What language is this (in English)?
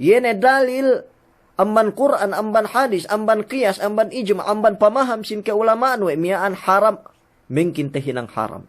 Yakan